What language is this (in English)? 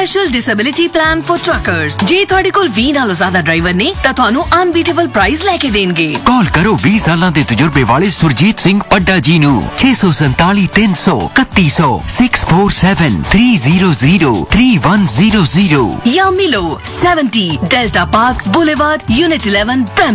Punjabi